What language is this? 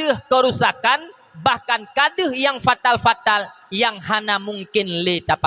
Achinese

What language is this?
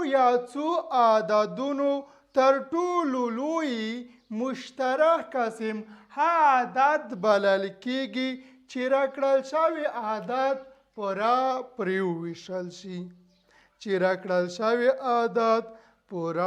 Pashto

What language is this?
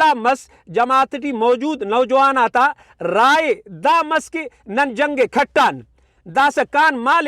Brahui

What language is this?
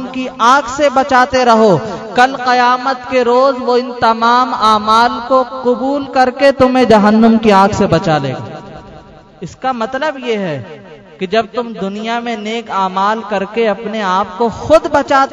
Urdu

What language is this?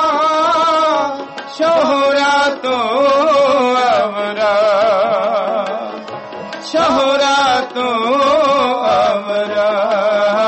Punjabi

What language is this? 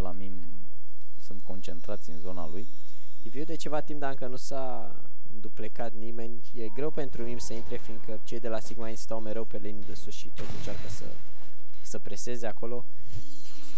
Romanian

